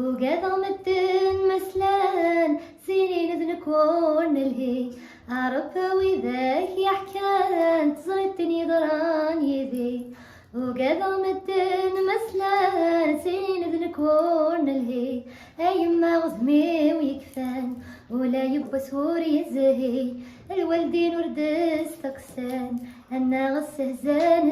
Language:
Kabyle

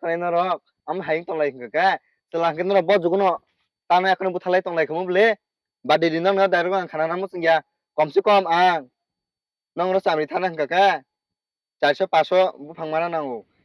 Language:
Kok Borok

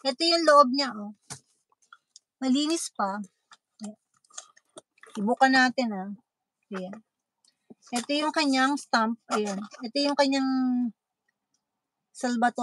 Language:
Filipino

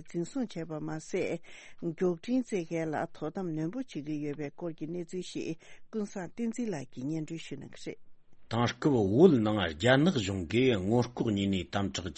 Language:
Tibetan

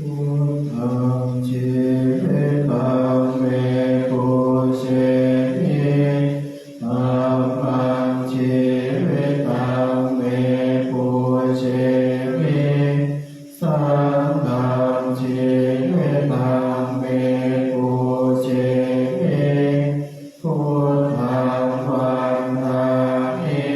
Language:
Pali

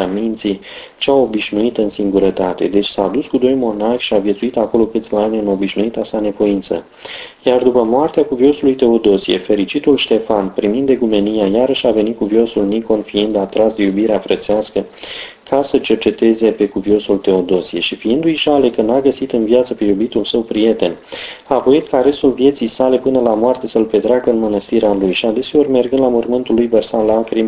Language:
Romanian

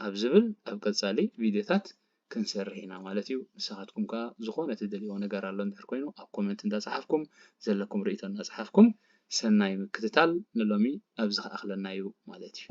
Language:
Tigrinya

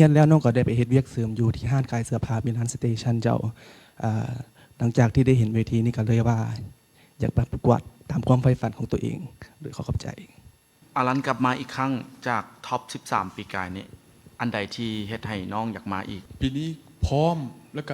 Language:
Lao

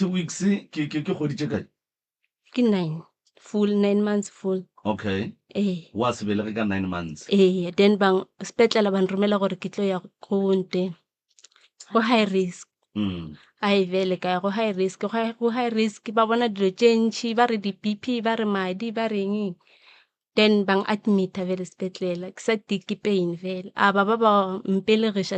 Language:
Northern Sotho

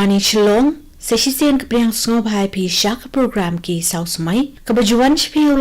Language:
Khasi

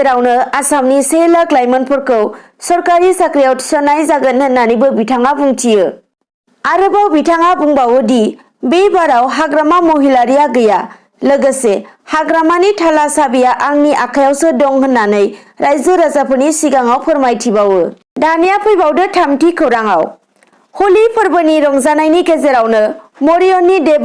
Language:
Bodo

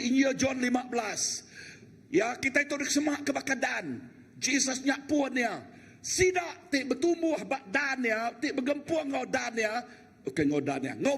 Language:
Iban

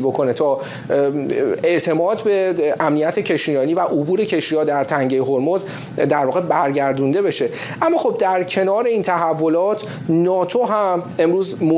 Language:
Persian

